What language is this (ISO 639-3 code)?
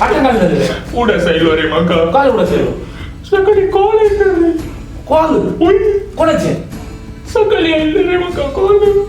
kok